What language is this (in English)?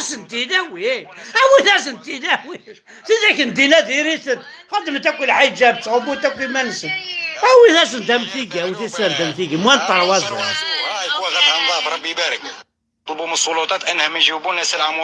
Kabyle